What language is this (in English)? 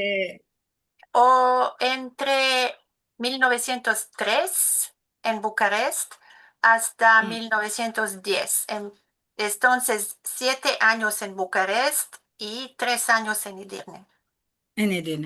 Ladino